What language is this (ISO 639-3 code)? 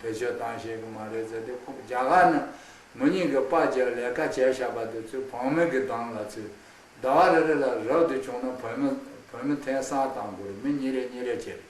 khg